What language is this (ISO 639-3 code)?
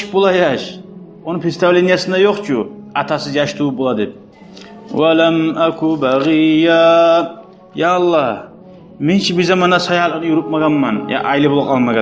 kum